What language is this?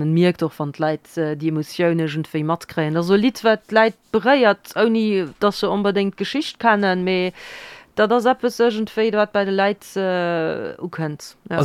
Luxembourgish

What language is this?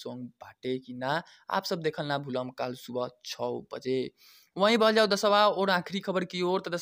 Bhojpuri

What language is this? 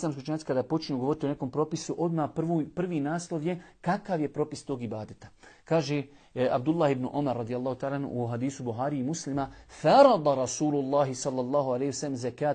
Bosnian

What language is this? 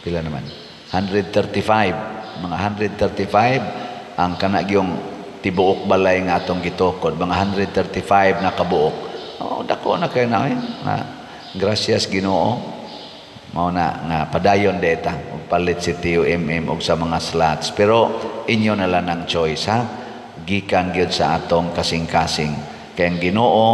Cebuano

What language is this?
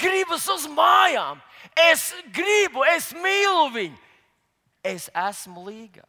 Latvian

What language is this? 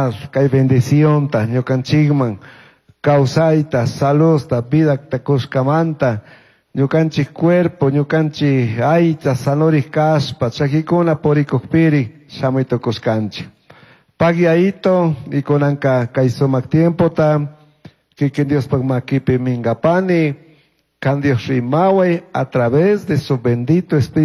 Chimborazo Highland Quichua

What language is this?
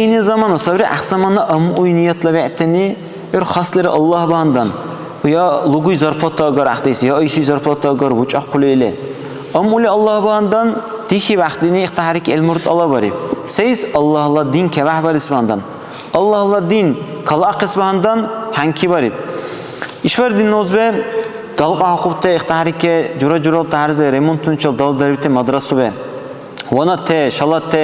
Dargwa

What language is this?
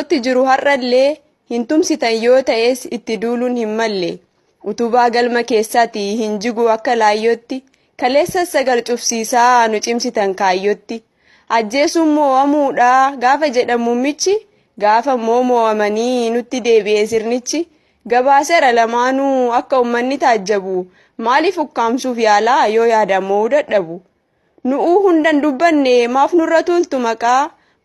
Oromo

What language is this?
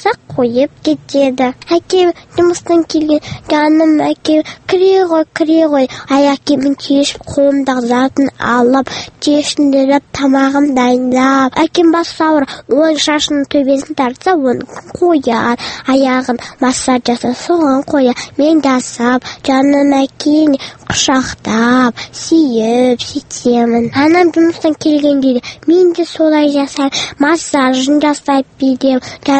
Kazakh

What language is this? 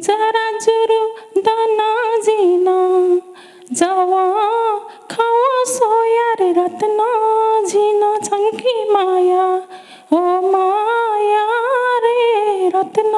Newari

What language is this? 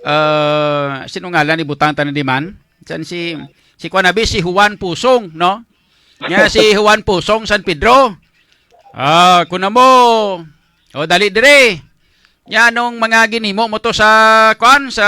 Hiligaynon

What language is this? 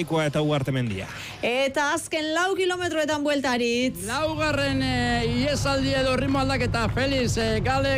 Basque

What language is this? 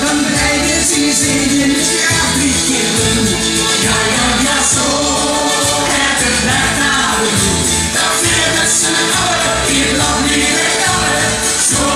Limburgish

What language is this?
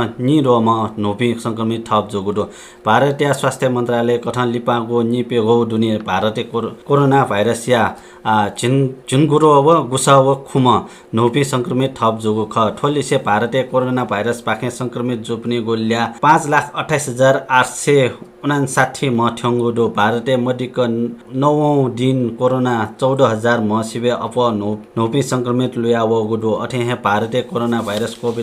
Newari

